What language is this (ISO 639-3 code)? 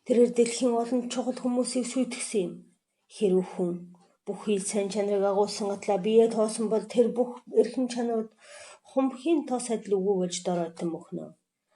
mon